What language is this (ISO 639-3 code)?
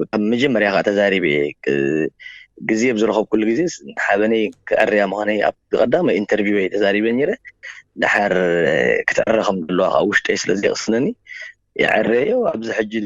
tir